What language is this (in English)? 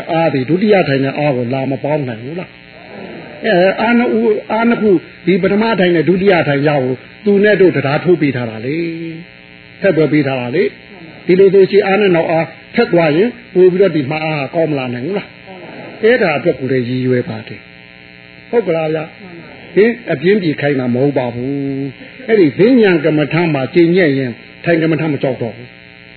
Burmese